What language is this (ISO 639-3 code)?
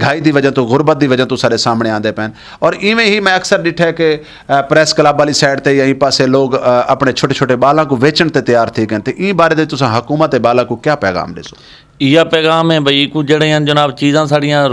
skr